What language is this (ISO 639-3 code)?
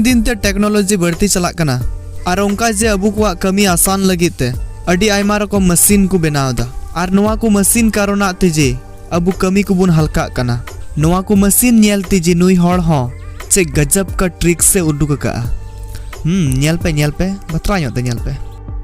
sat